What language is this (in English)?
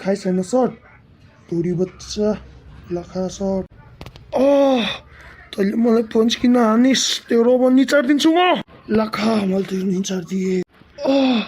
Nepali